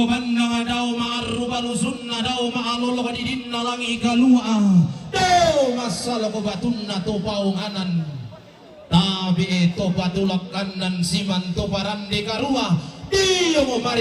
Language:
Toraja-Sa'dan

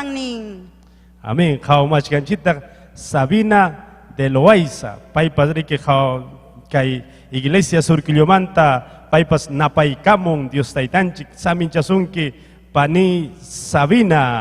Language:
Ayacucho Quechua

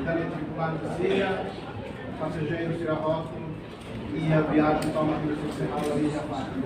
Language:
Tetum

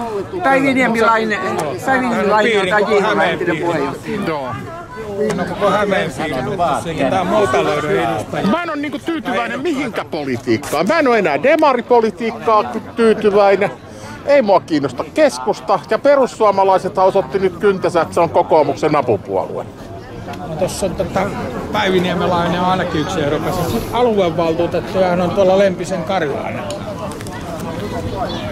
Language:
Finnish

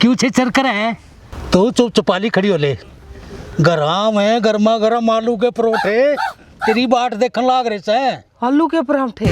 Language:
Haryanvi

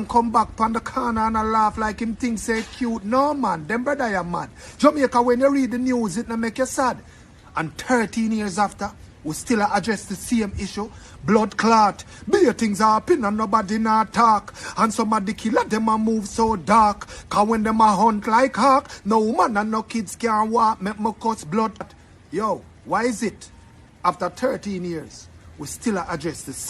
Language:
Jamaican Creole English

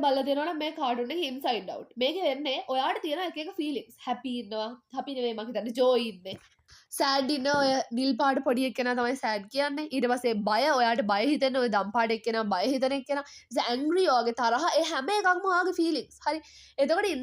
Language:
Sinhala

